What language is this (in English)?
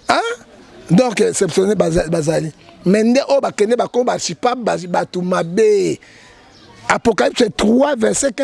Lingala